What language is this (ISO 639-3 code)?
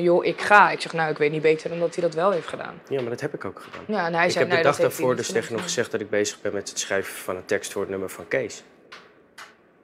nld